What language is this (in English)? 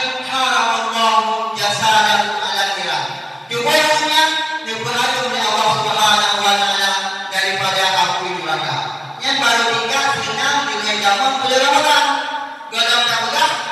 Achinese